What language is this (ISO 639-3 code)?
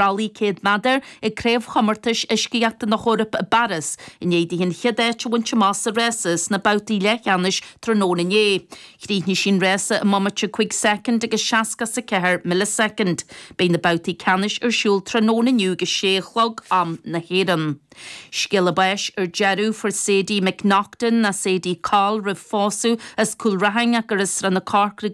gle